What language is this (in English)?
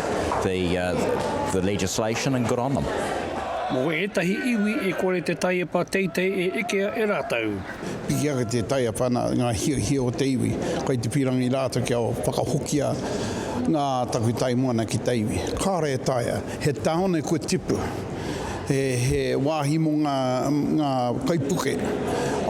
Māori